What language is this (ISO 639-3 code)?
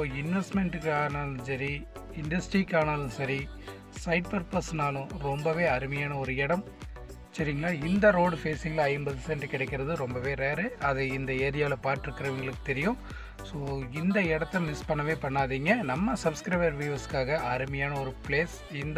tam